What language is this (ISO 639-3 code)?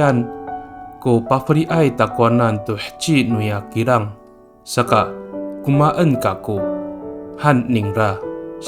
ami